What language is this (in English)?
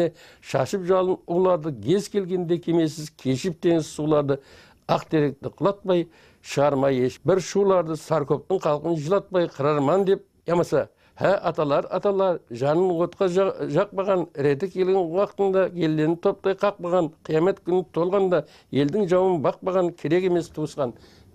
Kara-Kalpak